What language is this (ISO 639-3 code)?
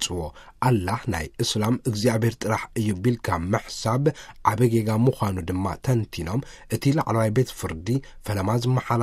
tir